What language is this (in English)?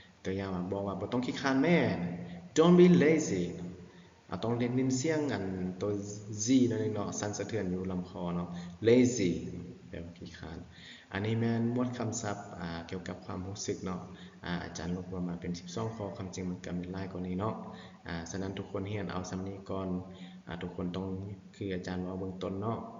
Lao